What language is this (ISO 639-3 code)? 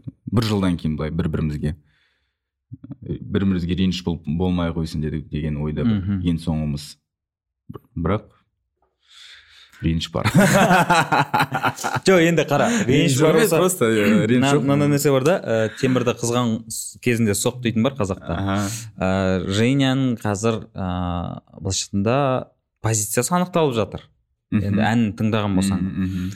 kaz